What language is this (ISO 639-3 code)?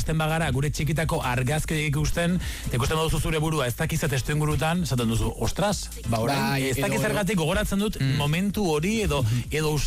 eus